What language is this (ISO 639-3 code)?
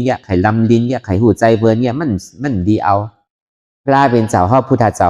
shn